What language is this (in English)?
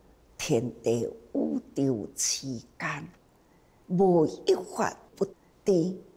Chinese